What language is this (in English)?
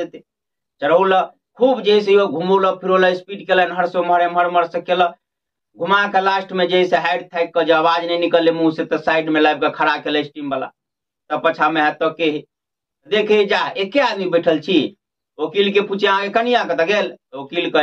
Maithili